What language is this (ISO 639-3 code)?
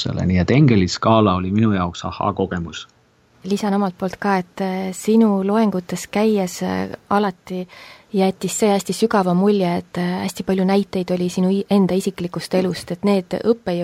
est